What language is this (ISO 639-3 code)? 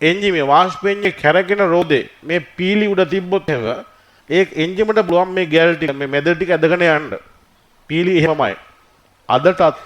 sin